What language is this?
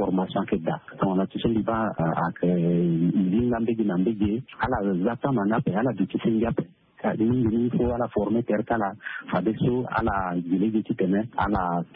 Sango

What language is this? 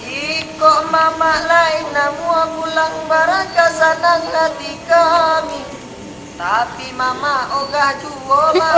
Minangkabau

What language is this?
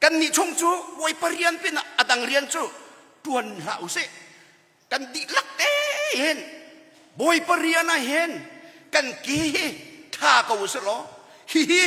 Hakha Chin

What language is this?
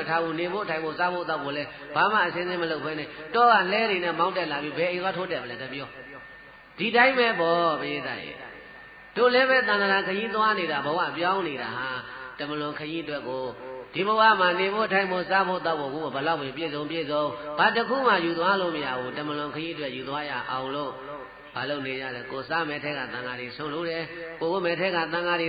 Burmese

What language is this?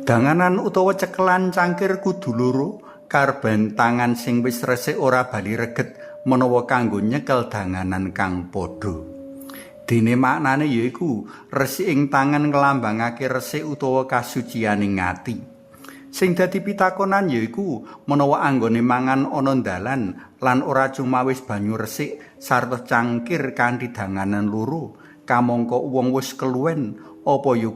Javanese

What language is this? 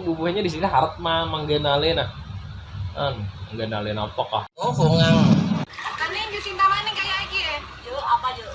Banjar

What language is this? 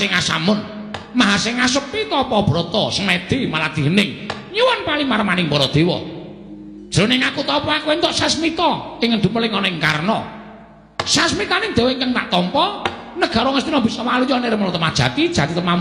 Javanese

